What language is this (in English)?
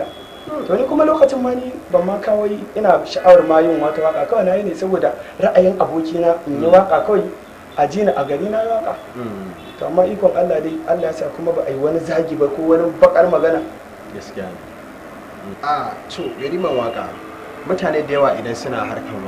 Hausa